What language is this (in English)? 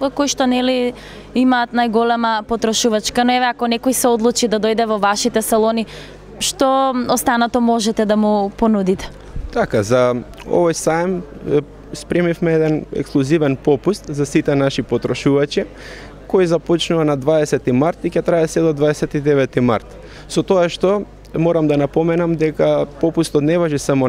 Macedonian